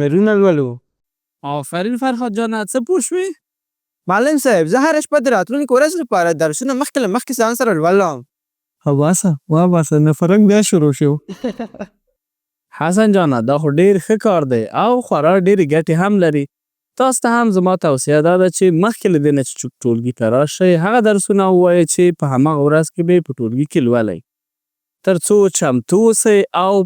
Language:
Pashto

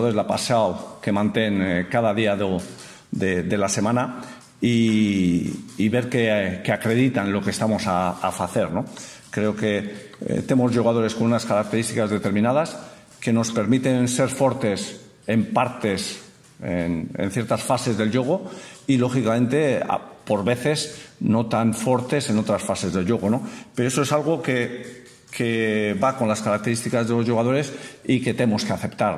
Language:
Galician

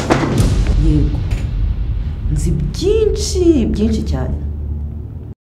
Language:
Kinyarwanda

